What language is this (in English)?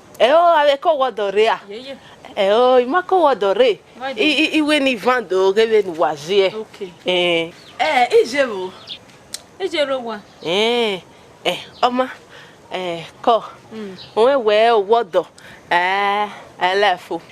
Bini